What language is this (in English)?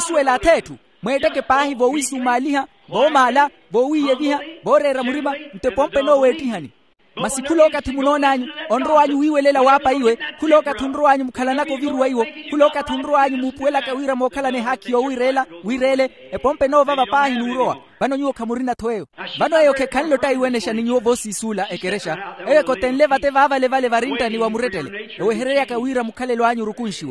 Makhuwa